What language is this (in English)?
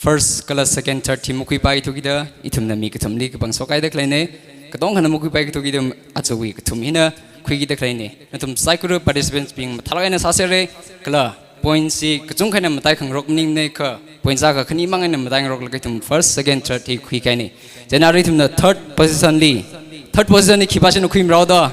Tangkhul Naga (India)